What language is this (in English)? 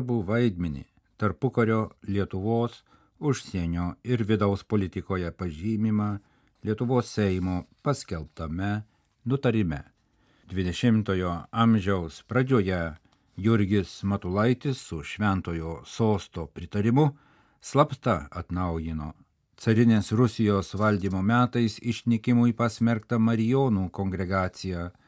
Lithuanian